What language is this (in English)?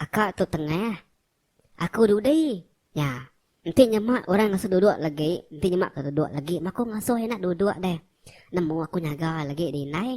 Iban